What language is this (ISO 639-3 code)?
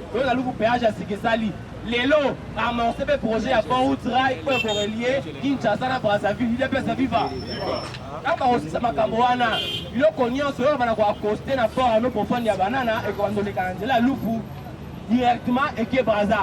lin